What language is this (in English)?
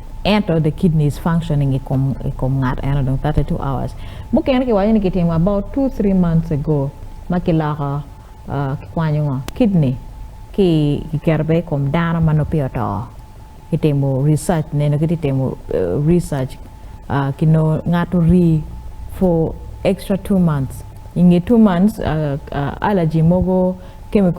Acoli